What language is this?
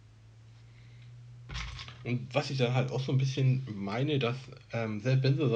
German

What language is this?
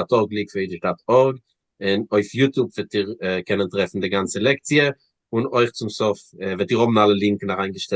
Yiddish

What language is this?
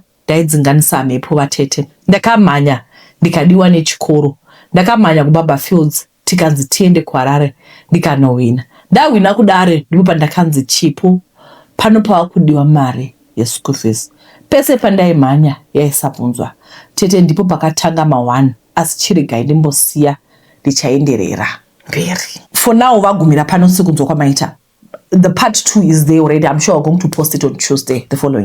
Shona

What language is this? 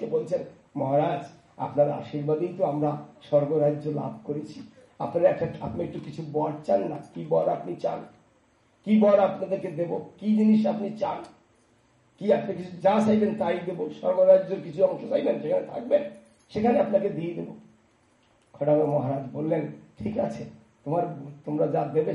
Bangla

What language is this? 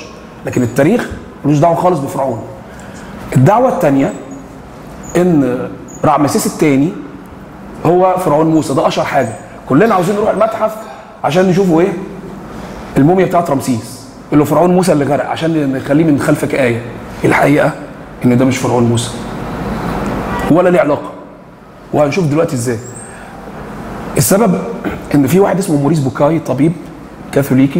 Egyptian Arabic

